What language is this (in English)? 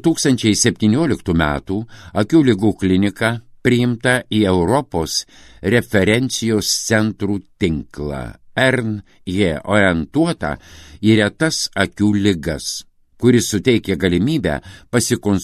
Lithuanian